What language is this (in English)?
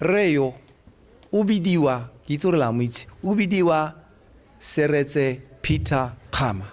Tswana